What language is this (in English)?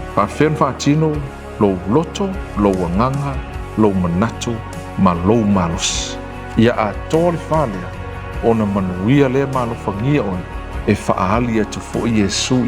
Samoan